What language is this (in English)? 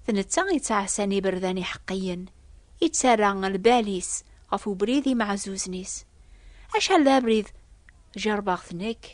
Kabyle